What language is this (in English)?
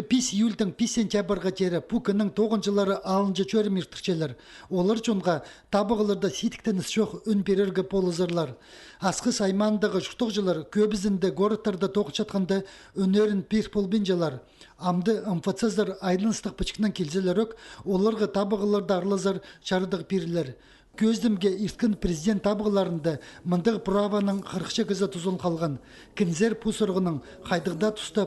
Khakas